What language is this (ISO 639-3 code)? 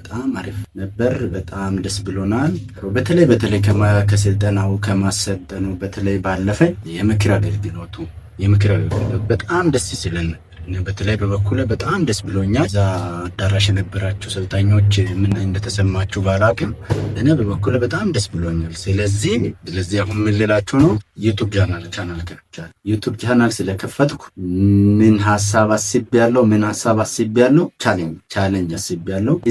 amh